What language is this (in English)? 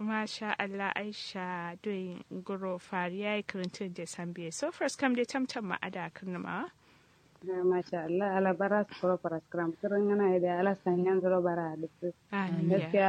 Kanuri